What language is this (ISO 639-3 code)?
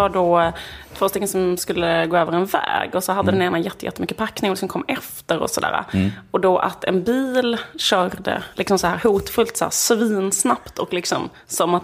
swe